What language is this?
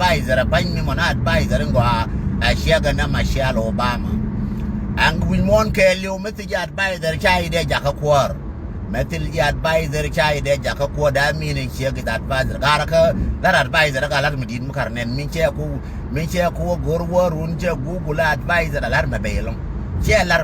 Nuer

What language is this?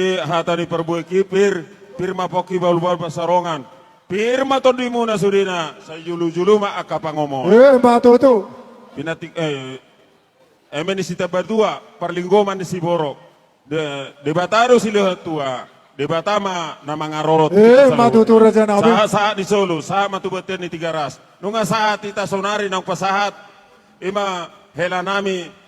Batak Toba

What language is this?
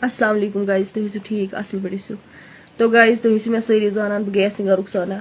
Kashmiri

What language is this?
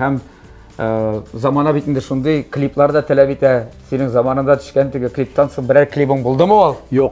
Tatar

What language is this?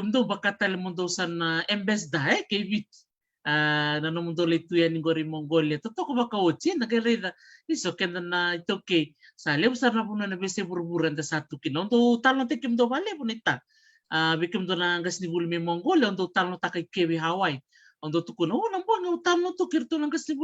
Fijian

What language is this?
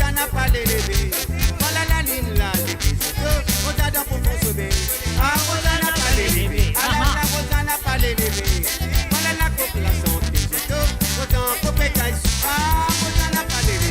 Morisyen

